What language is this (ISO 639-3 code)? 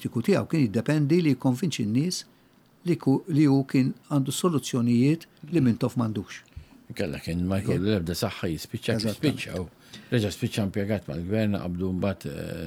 mlt